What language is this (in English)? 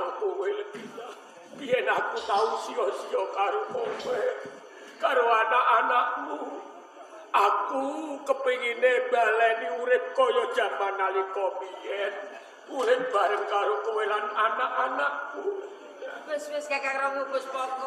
Javanese